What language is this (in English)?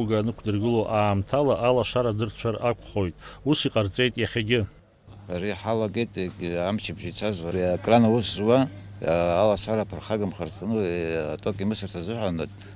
Abkhazian